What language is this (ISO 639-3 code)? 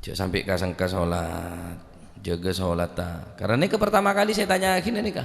mad